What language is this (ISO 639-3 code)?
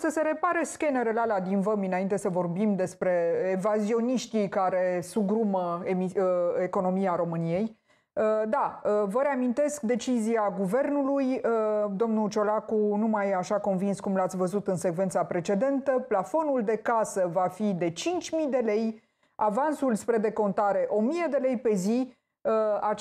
ron